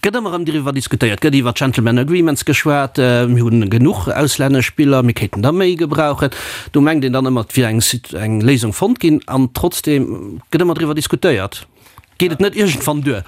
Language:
Luxembourgish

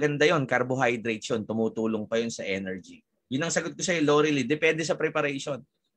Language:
Filipino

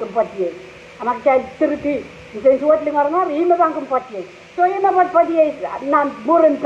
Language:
Pohnpeian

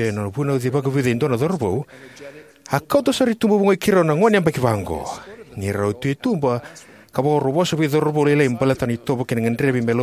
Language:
Fijian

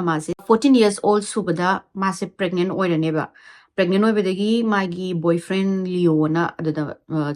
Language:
Manipuri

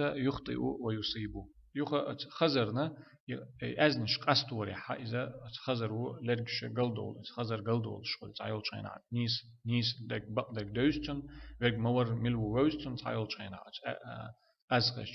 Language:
Chechen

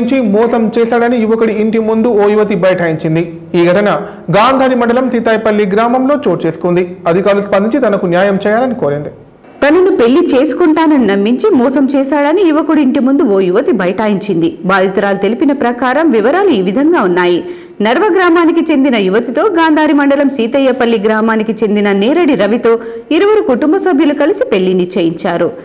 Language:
Telugu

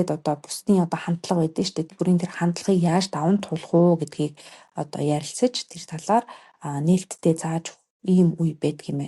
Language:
Mongolian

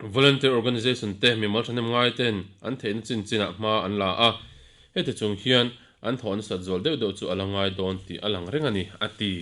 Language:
Mizo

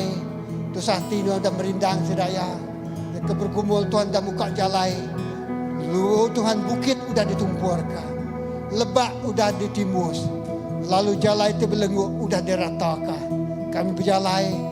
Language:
Iban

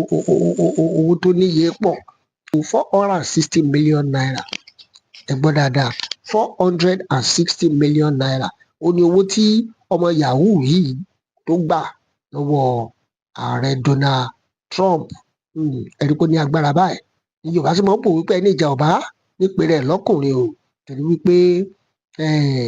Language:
Yoruba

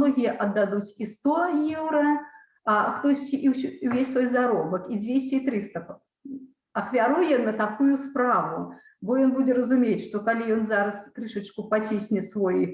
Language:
Belarusian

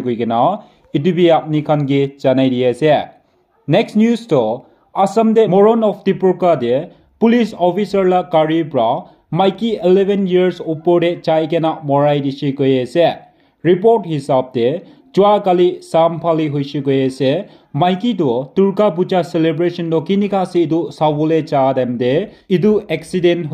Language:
Naga Pidgin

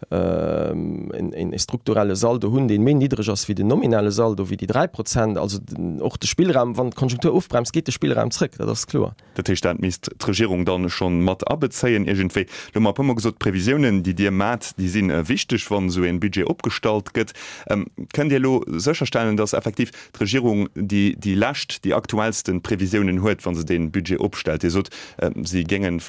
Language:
Luxembourgish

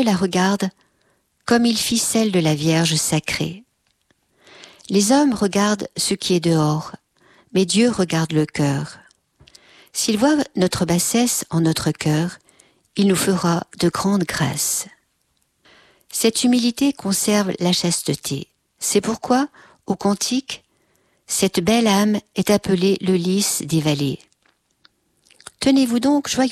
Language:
French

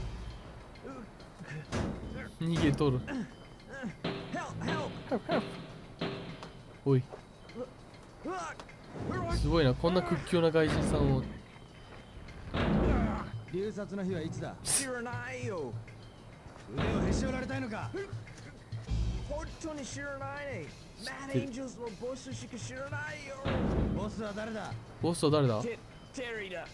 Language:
Japanese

